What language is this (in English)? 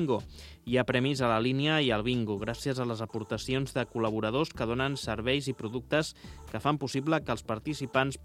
Catalan